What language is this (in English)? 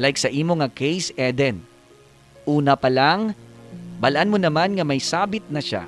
Hiligaynon